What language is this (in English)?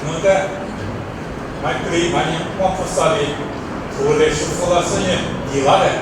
Lisu